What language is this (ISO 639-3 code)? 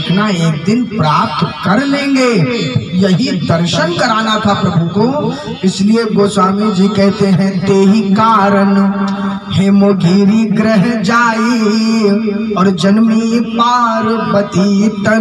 hin